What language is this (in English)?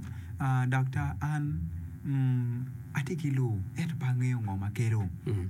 Acoli